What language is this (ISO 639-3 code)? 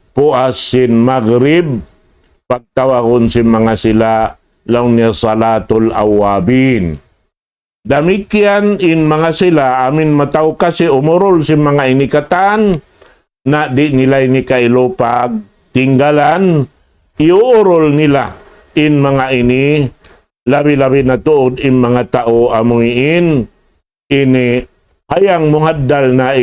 tsg